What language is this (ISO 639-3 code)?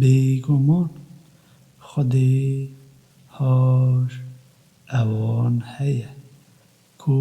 kur